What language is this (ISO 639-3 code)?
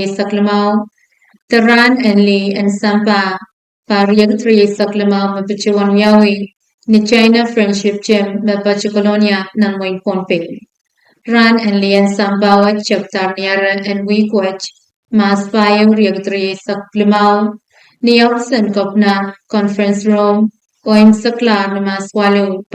pon